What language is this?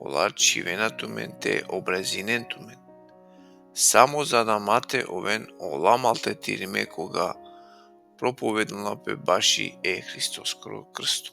Balkan Romani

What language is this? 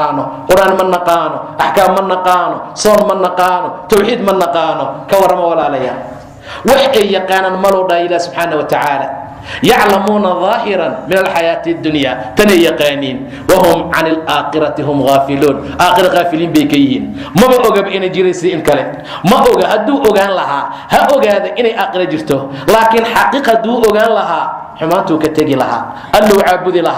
Somali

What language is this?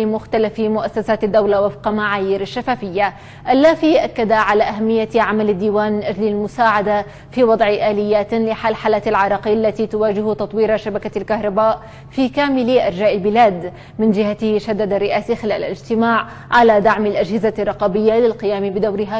Arabic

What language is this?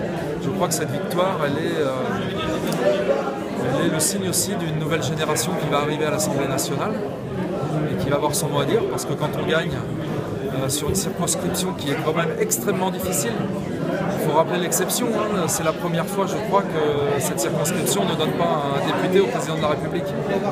French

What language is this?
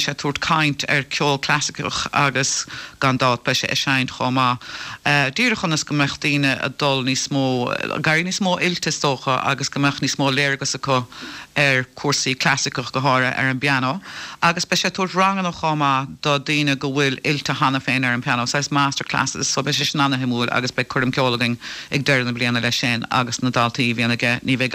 Irish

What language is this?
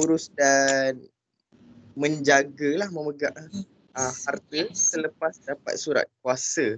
Malay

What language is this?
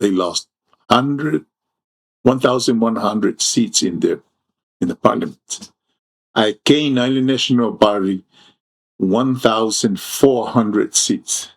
Samoan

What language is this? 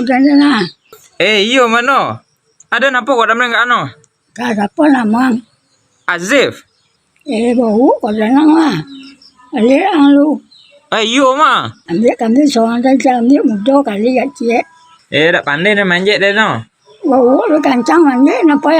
Minangkabau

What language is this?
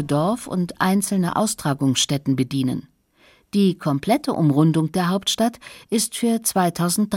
German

